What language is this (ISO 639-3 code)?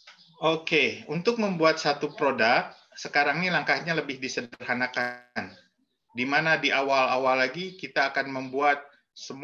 ind